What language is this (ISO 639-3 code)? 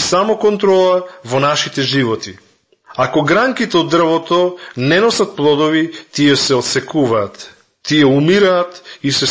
mkd